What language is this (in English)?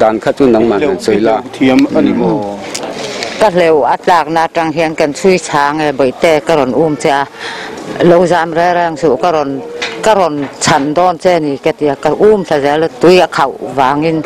Mizo